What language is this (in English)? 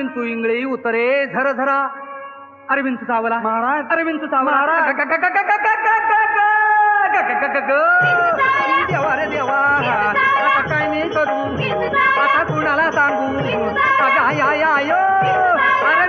Marathi